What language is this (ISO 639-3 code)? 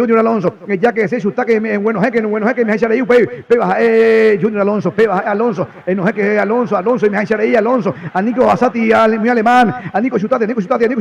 grn